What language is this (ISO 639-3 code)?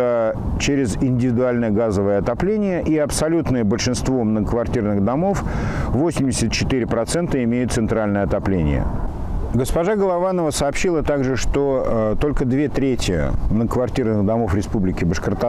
rus